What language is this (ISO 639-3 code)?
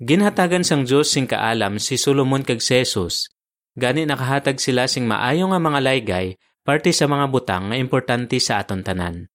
hil